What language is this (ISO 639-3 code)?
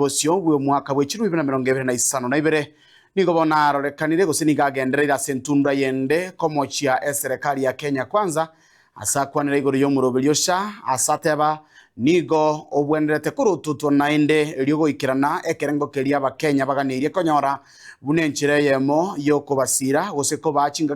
guz